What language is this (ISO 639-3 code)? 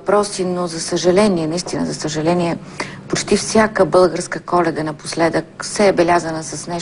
bul